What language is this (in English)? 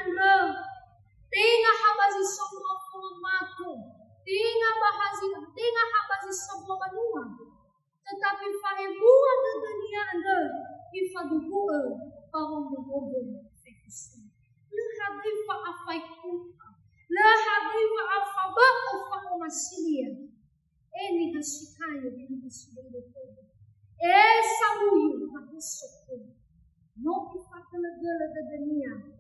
Nias